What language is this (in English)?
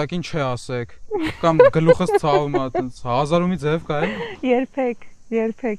Armenian